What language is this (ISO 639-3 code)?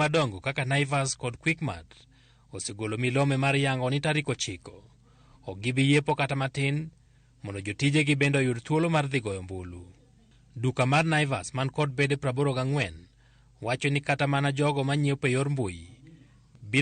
luo